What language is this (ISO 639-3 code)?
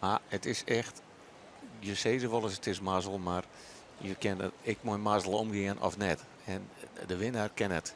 fry